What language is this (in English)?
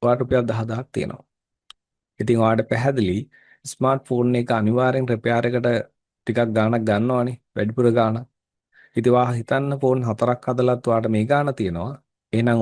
Sinhala